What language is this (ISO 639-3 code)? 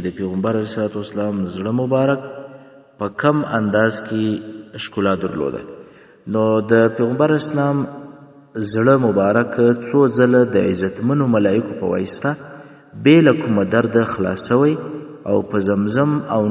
pus